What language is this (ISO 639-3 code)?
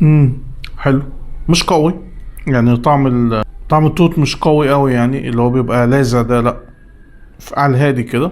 arz